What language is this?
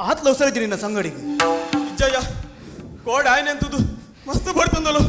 Tulu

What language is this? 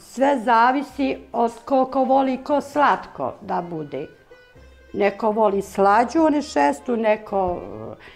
Bosnian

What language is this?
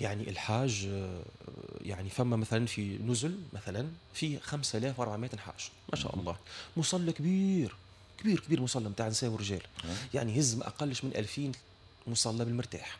Tunisian Arabic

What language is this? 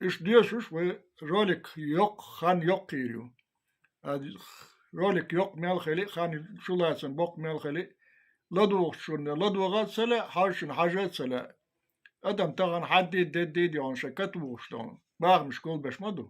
Chechen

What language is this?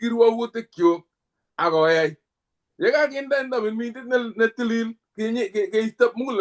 Kalenjin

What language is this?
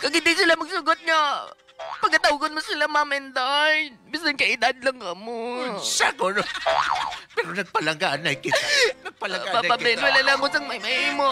Hiligaynon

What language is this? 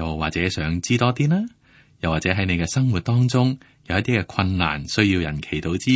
Cantonese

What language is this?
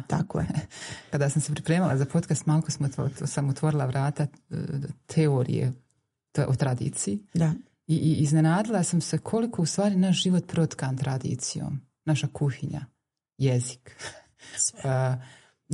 Bosnian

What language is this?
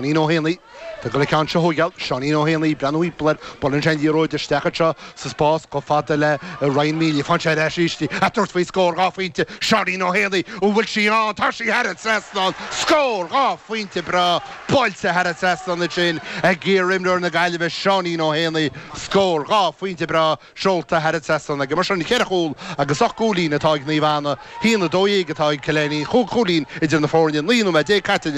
Irish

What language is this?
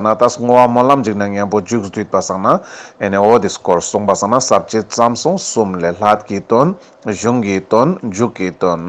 Ladakhi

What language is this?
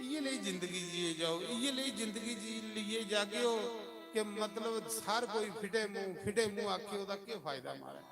Dogri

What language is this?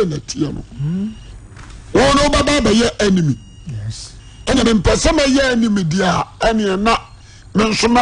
Akan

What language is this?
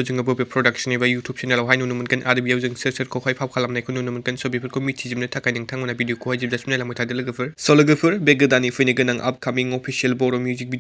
Bodo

